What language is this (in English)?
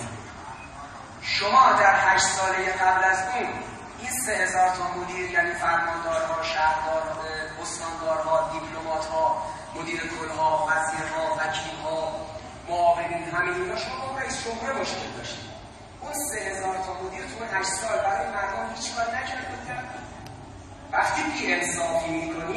Persian